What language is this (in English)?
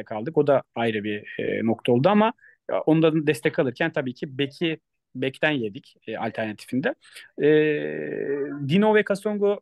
Turkish